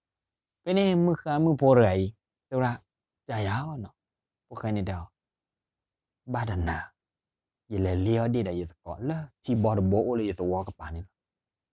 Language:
S'gaw Karen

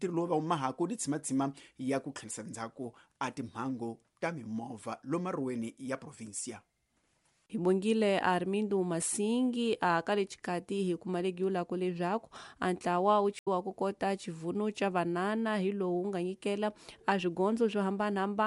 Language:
Tsonga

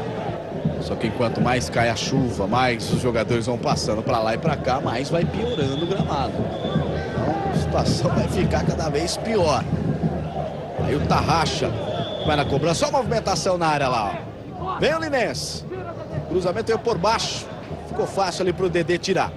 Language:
Portuguese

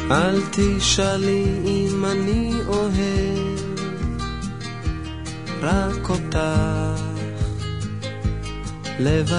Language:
Hebrew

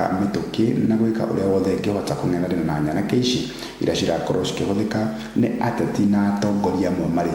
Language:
Kikuyu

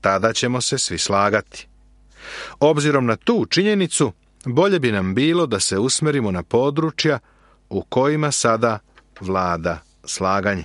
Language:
Serbian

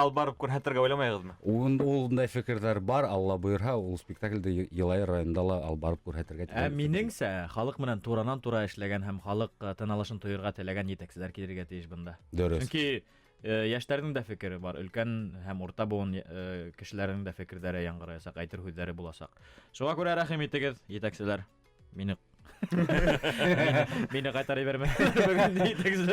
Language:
Bashkir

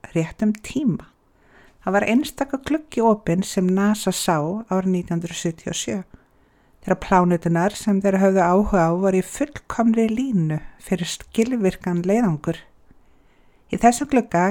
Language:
Icelandic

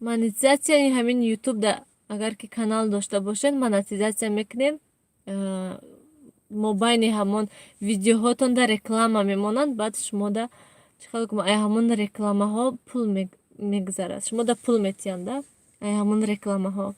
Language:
Tajik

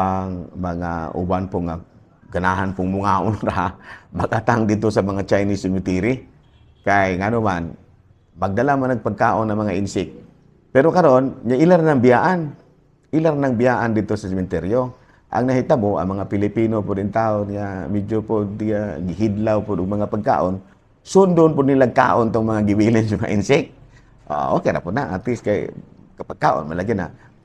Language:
Cebuano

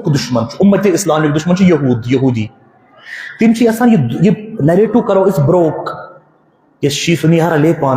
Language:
Kashmiri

